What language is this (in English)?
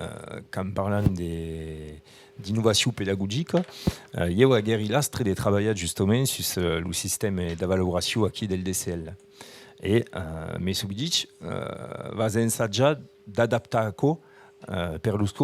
Occitan